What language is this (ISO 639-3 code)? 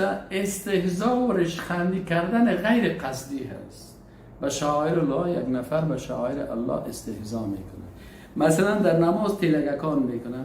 fas